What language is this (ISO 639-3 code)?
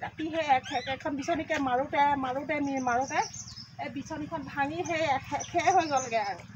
asm